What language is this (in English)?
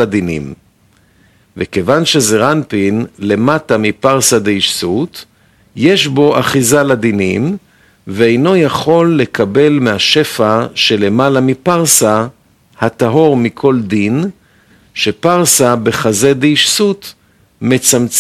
Hebrew